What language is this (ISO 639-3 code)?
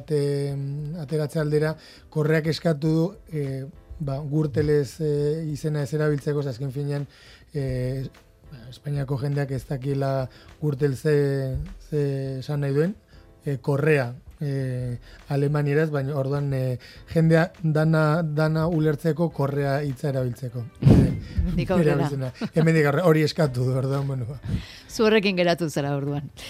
eus